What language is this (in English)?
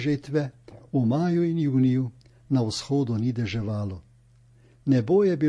Slovenian